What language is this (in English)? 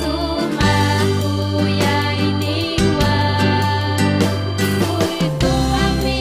Ayacucho Quechua